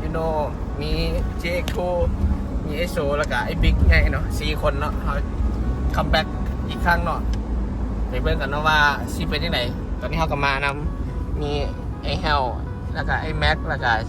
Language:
Northeastern Thai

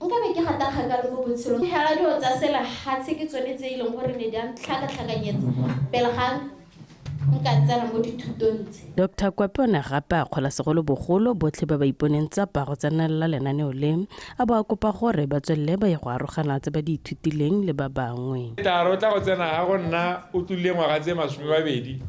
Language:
Tswana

